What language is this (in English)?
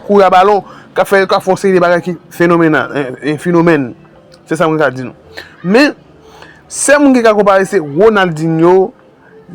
Haitian Creole